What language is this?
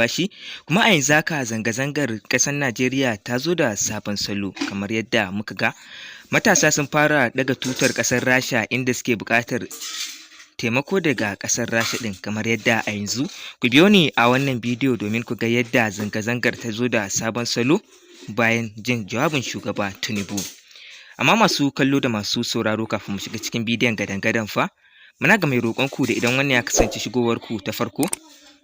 Hausa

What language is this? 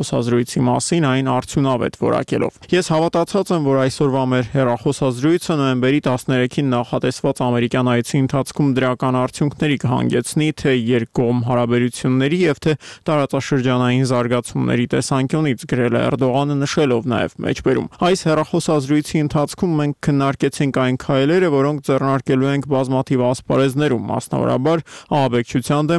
Armenian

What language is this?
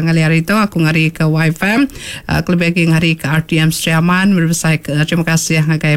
Iban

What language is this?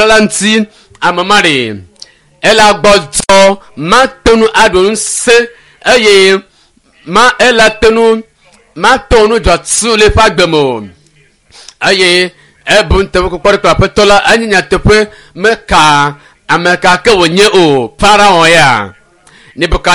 Ewe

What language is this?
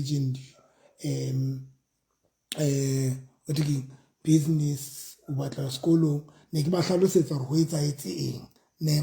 Southern Sotho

